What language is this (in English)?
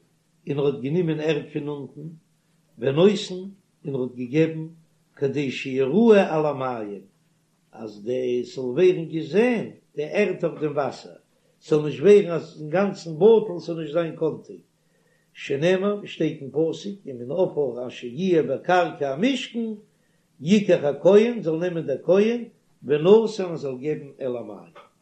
Yiddish